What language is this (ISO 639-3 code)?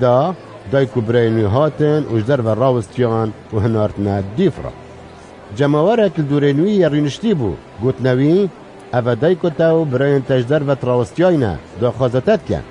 kur